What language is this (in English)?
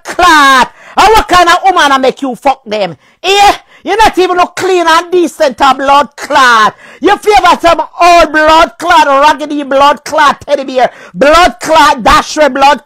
Jamaican Creole English